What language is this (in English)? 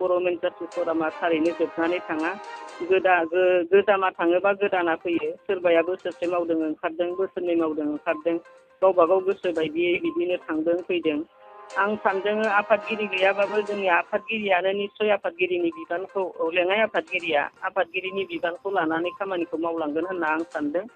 Bodo